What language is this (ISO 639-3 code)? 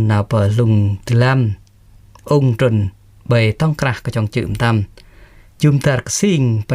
jra